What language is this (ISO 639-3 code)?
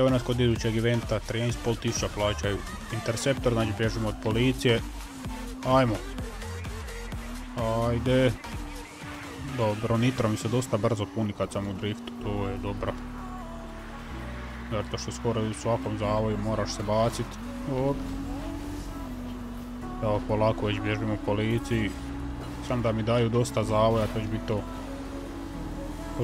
hrv